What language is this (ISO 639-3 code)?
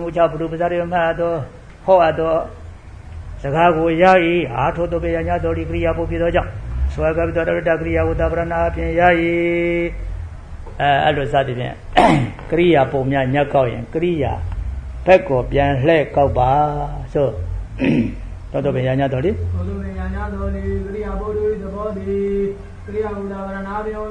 mya